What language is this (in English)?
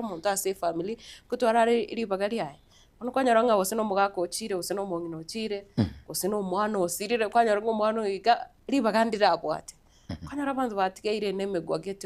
Gusii